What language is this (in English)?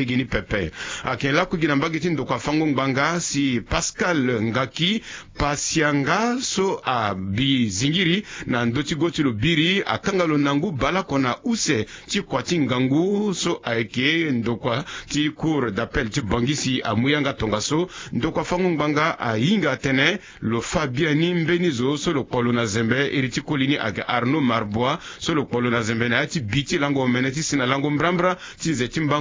Sango